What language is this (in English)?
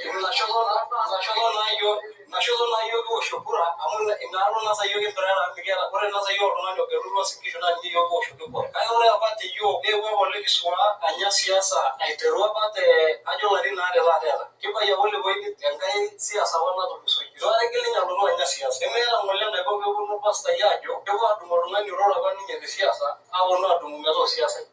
Masai